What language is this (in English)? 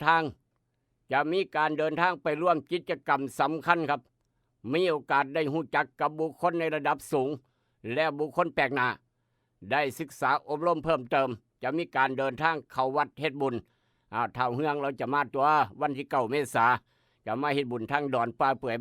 Northeastern Thai